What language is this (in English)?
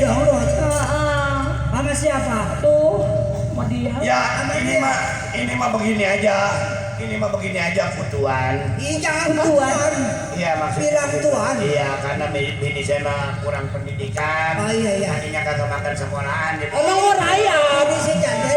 Betawi